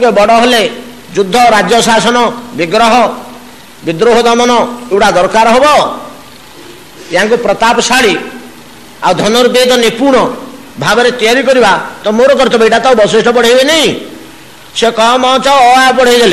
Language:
Odia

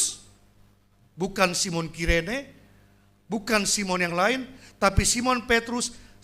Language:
Batak Simalungun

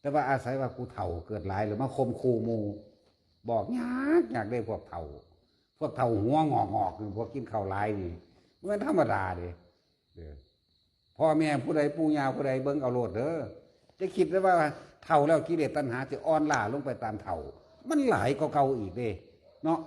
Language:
Northeastern Thai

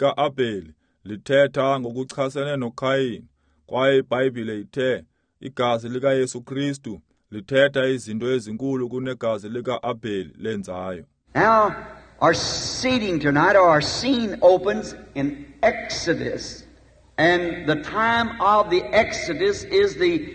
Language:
Xhosa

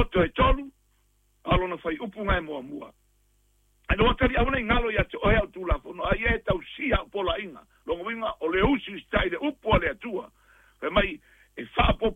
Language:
Samoan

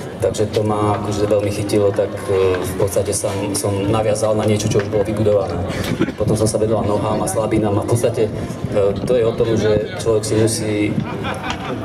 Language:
Slovak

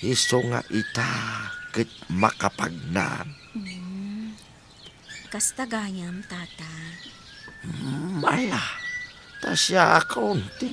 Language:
Iloko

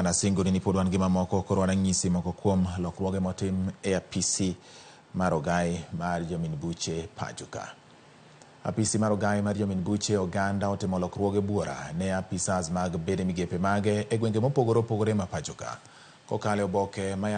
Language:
Luo (Kenya and Tanzania)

